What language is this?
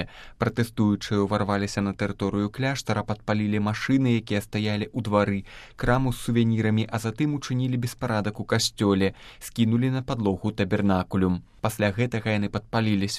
Belarusian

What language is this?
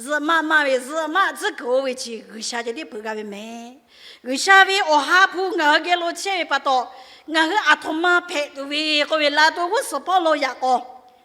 Lahu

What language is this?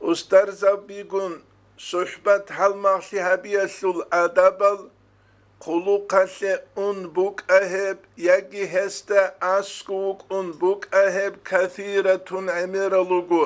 Avaric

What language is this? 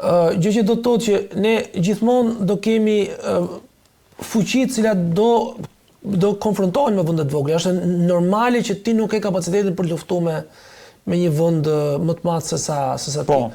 Albanian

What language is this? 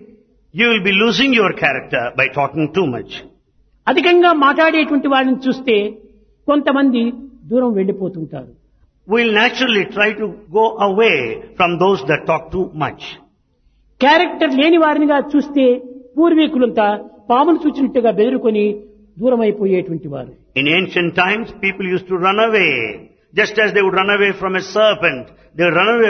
Telugu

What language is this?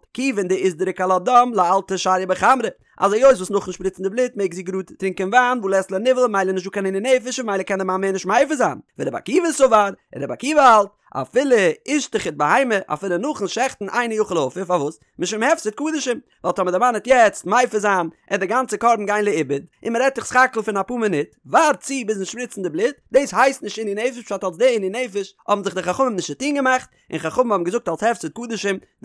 Yiddish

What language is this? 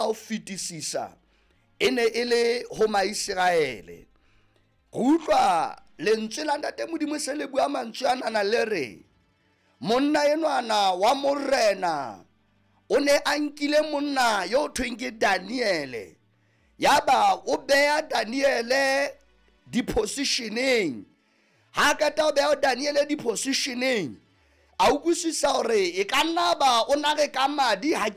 Southern Sotho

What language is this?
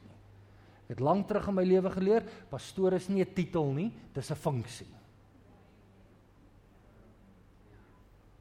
Afrikaans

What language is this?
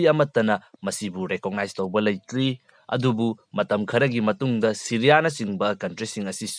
Manipuri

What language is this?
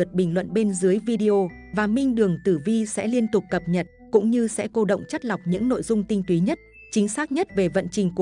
Vietnamese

